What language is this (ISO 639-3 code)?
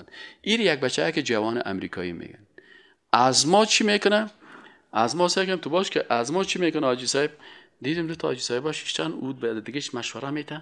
fas